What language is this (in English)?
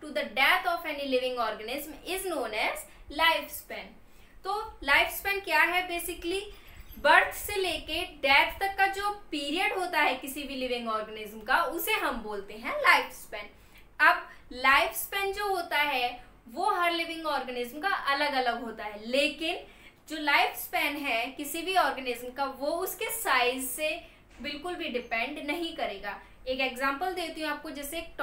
Hindi